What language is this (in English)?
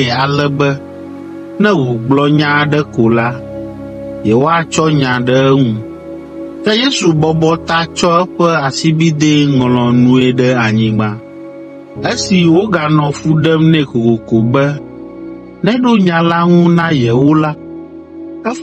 Ewe